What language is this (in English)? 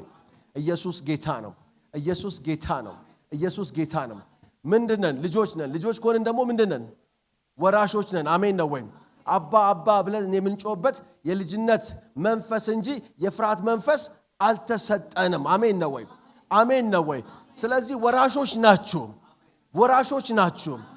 Amharic